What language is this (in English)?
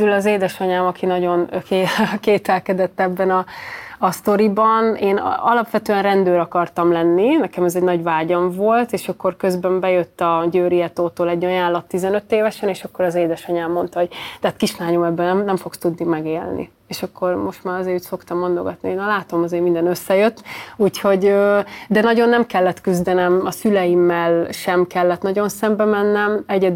Hungarian